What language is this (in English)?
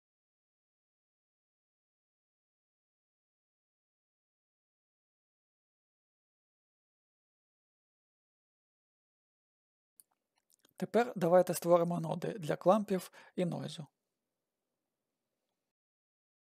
Ukrainian